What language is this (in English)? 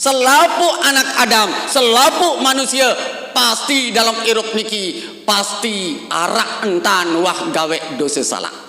Sasak